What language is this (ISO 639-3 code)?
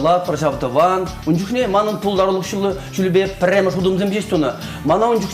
chv